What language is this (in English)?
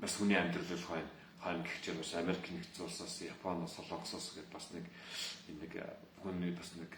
Mongolian